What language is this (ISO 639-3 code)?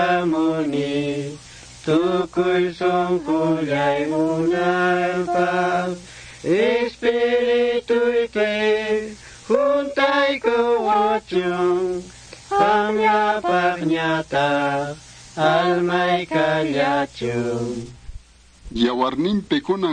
que